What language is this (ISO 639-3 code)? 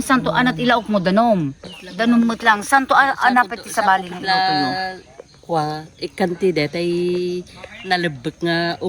ilo